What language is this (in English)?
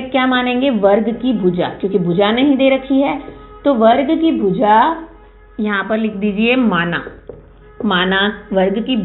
Hindi